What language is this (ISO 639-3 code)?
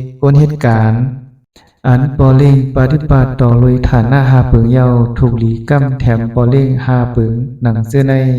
shn